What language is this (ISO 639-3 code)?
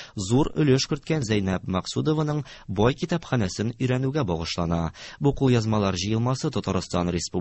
tat